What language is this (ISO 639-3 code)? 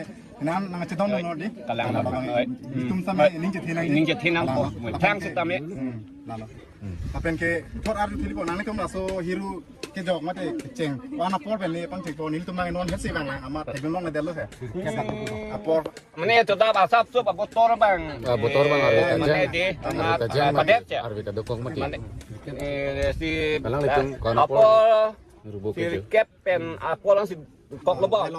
mjw